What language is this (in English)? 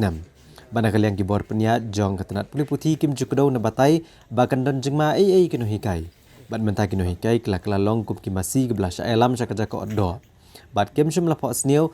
Khasi